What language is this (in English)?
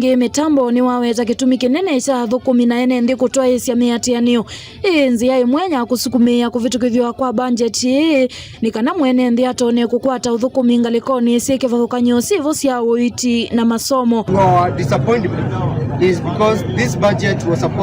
Kamba